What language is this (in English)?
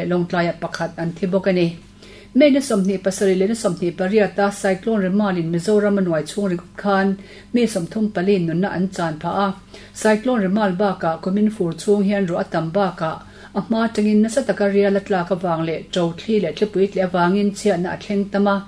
Mizo